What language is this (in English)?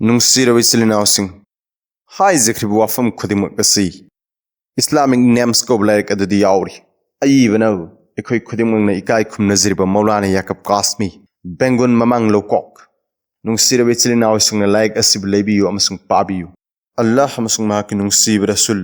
Manipuri